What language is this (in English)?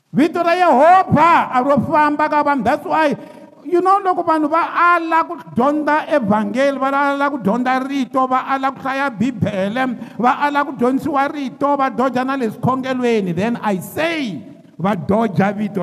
Tsonga